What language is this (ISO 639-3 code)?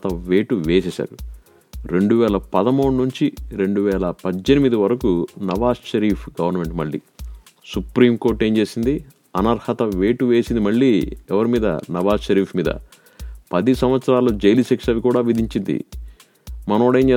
tel